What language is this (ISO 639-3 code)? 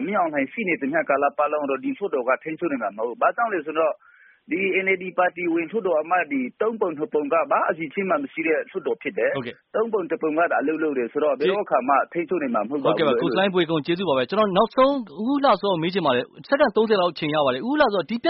mya